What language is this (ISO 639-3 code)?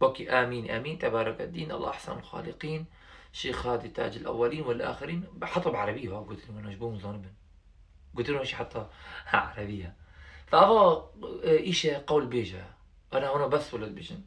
kur